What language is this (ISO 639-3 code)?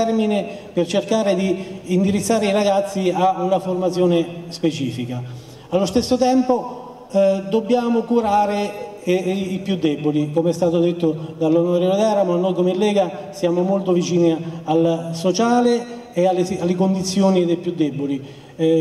ita